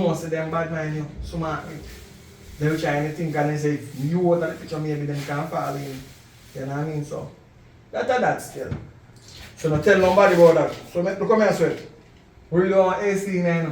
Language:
Jamaican Creole English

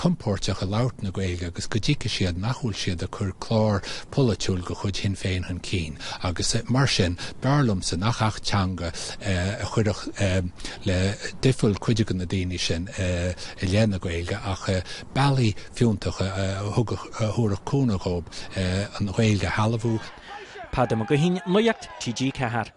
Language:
Irish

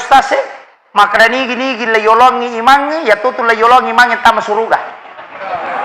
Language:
Buginese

